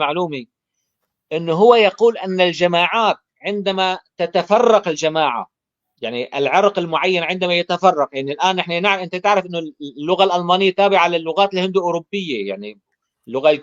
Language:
North Levantine Arabic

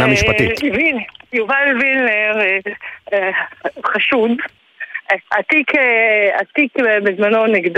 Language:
Hebrew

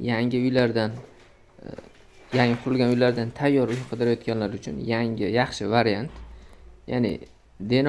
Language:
Uzbek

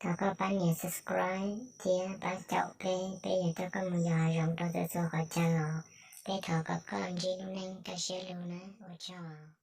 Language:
Hmong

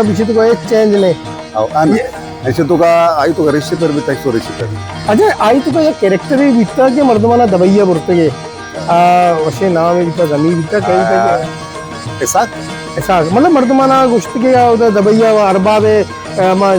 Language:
Baluchi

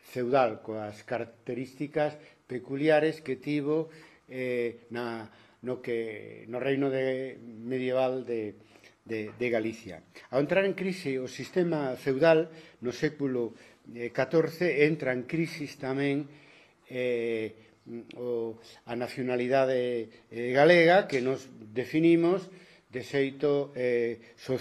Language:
Galician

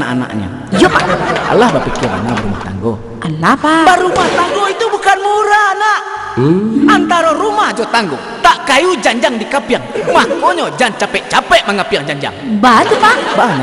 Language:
Minangkabau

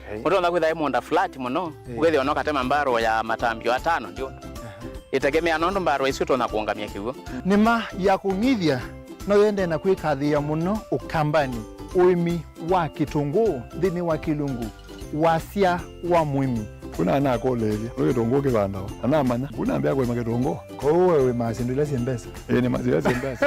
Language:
Kamba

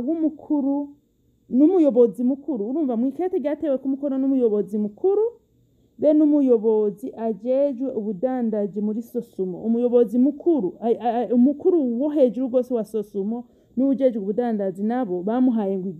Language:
Rundi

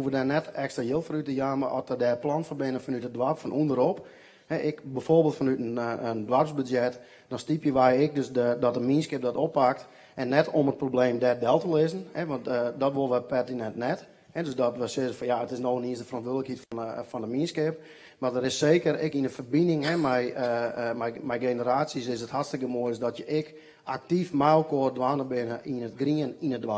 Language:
Western Frisian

